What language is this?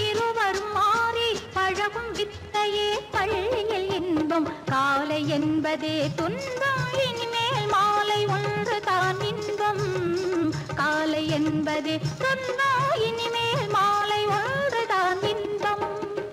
Tamil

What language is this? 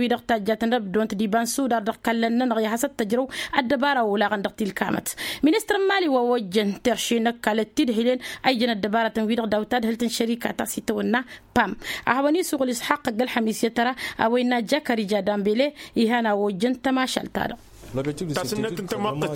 Tamasheq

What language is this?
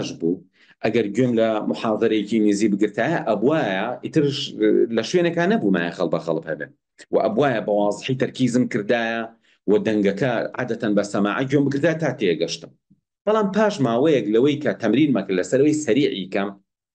Central Kurdish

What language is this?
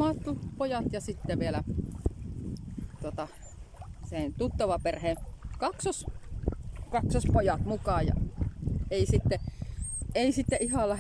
Finnish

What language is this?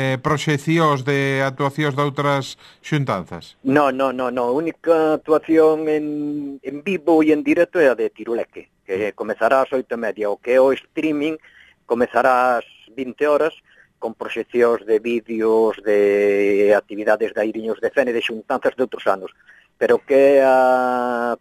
Galician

